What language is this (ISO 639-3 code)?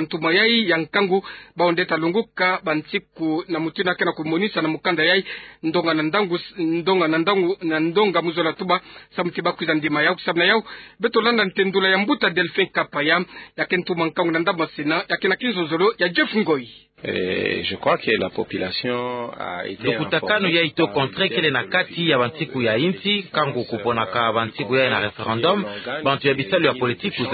ktu